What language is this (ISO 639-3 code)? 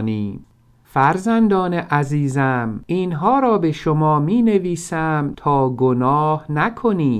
fas